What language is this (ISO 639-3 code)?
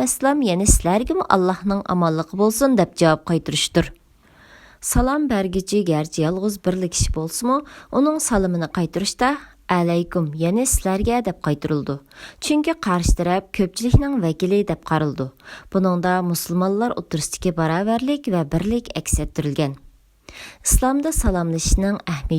uig